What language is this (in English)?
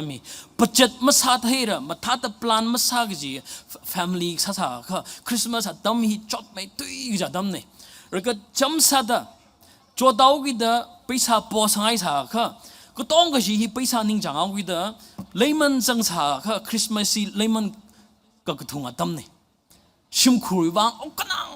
Tangkhul Naga (India)